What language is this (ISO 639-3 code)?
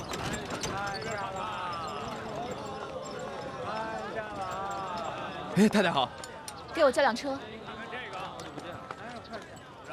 zho